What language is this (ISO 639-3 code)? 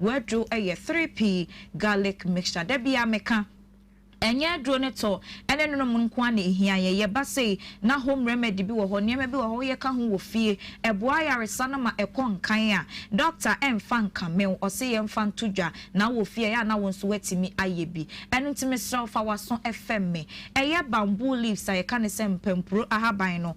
aka